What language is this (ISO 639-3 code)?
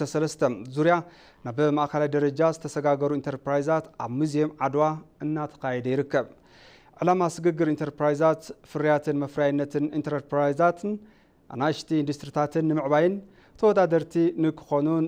tir